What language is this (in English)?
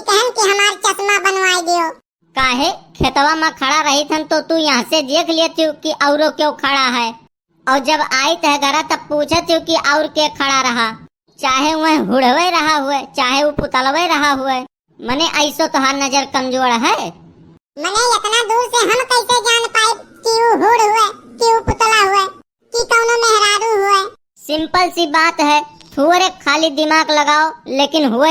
Awadhi